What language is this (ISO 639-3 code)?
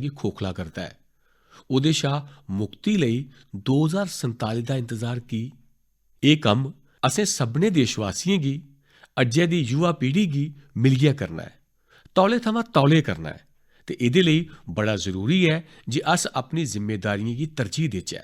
doi